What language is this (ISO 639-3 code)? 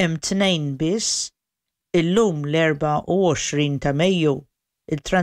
mlt